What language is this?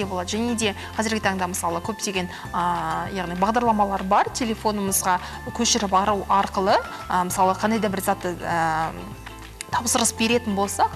Kazakh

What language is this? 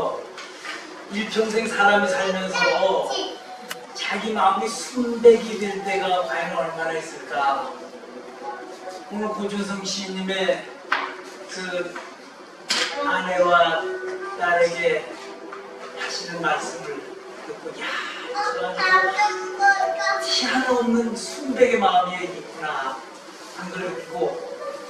Korean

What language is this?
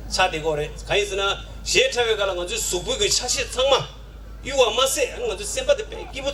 Tibetan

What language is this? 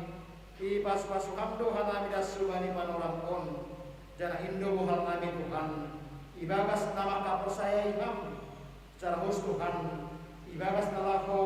Batak Simalungun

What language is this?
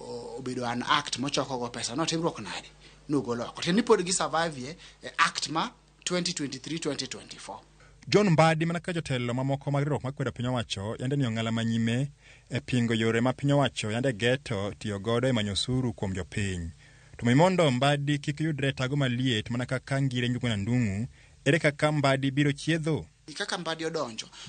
Luo (Kenya and Tanzania)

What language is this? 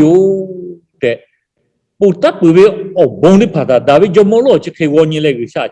Lahu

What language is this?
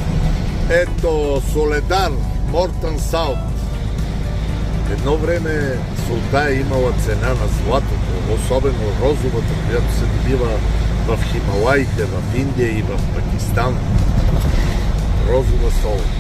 Bulgarian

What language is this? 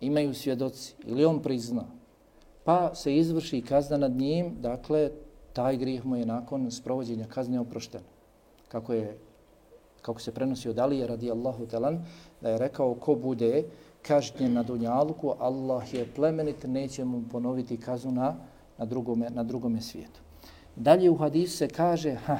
Bosnian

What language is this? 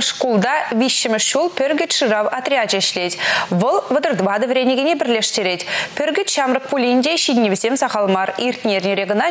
Chuvash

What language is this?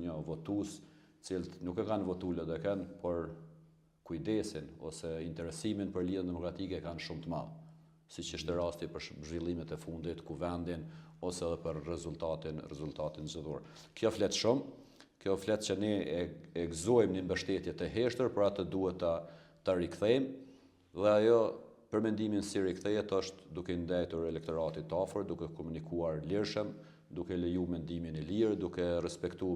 Albanian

